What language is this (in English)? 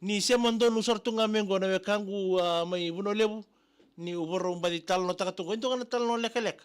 Fijian